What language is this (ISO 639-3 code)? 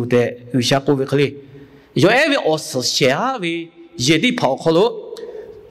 lhu